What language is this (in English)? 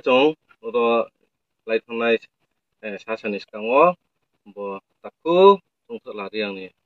Riang (India)